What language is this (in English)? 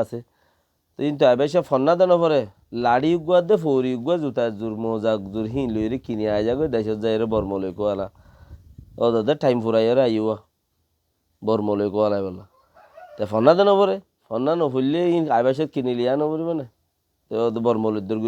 Rohingya